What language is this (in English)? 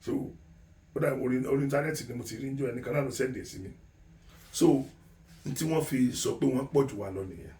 Yoruba